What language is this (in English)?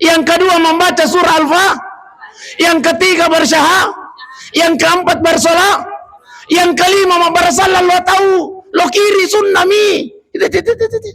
Buginese